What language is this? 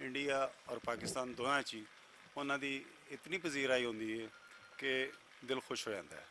Western Panjabi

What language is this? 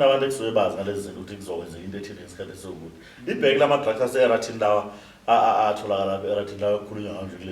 Zulu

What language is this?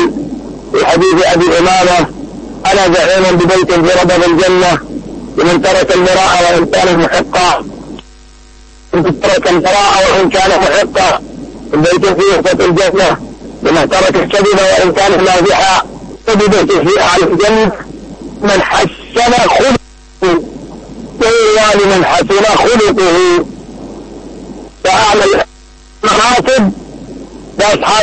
Arabic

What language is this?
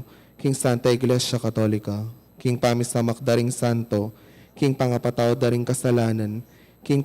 Pampanga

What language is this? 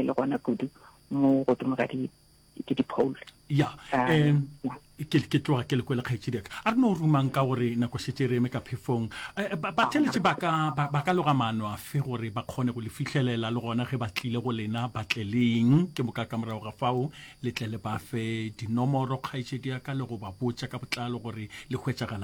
Northern Sotho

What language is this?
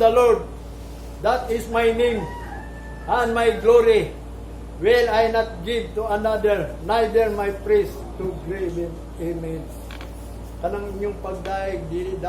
Cebuano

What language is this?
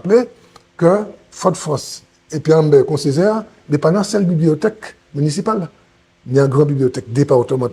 Guadeloupean Creole French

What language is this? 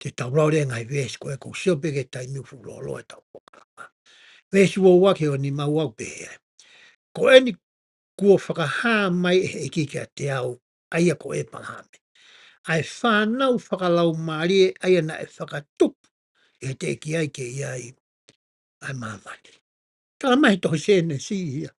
Tongan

